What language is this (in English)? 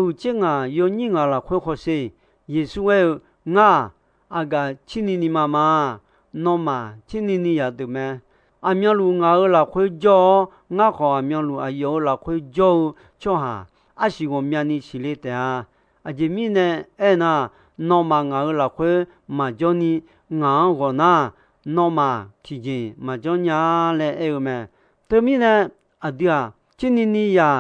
Akha